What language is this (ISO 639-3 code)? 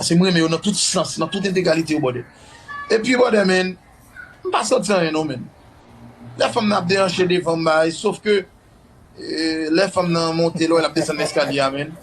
hat